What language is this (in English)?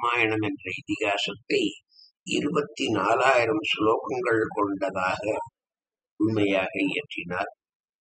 Tamil